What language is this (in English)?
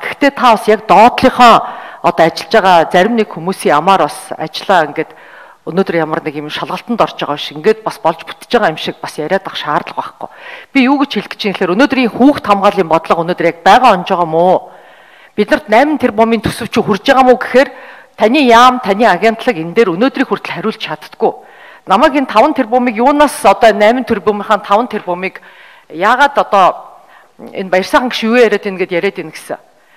Mongolian